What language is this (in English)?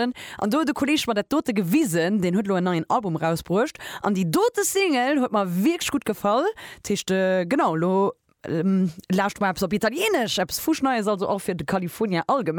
Luxembourgish